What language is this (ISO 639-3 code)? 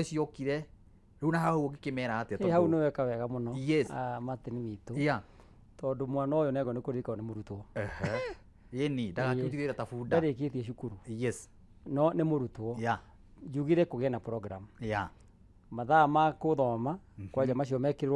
kik